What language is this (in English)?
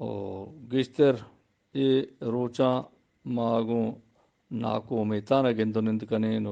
Eastern Balochi